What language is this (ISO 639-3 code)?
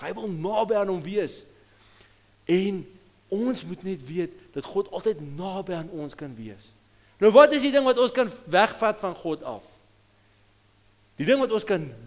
afr